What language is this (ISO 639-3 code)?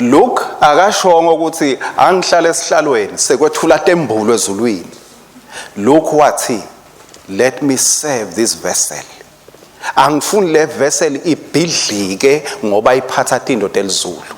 ssw